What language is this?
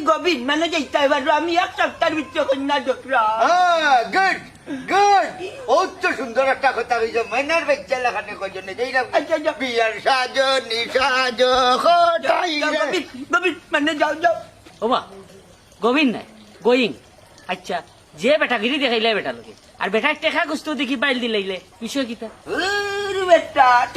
Sylheti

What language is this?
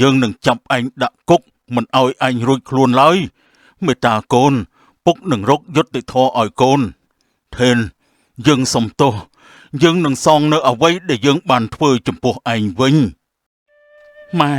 Khmer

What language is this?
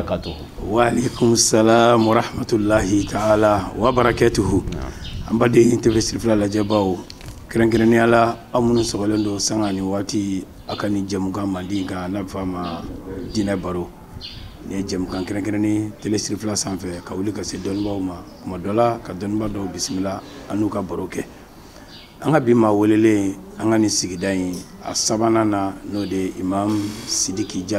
Bambara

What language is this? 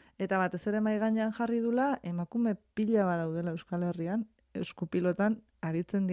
Basque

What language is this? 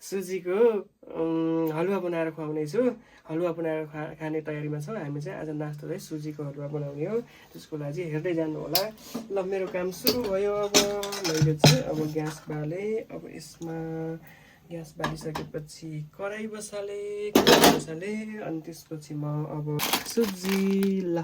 Nepali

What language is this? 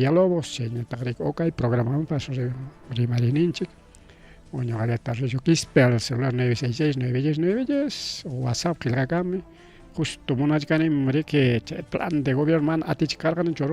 Ayacucho Quechua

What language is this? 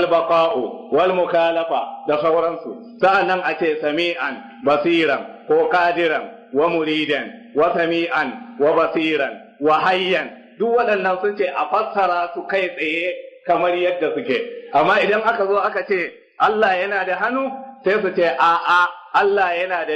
Hausa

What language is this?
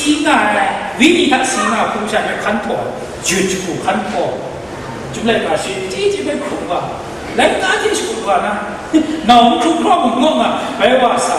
Kachin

